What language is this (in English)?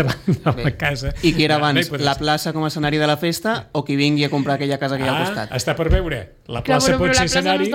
Catalan